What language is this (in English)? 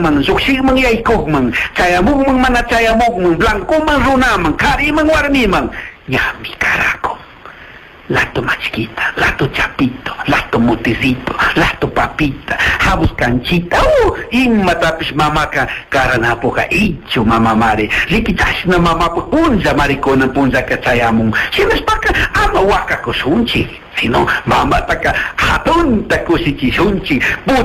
Chimborazo Highland Quichua